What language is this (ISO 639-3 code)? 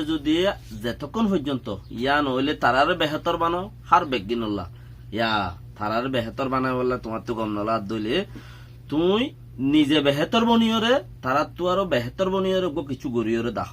rhg